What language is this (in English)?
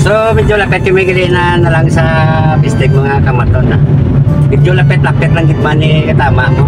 Hiligaynon